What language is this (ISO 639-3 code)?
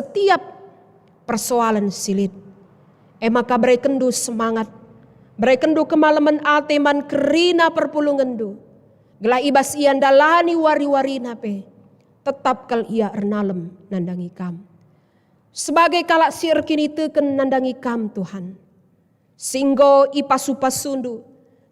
btx